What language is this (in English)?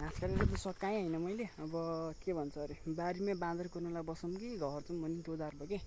Nepali